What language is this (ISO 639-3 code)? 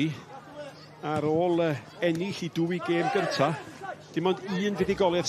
cym